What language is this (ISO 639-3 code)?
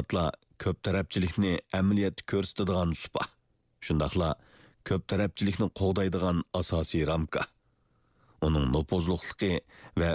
uig